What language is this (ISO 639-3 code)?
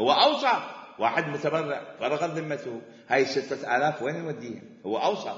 acm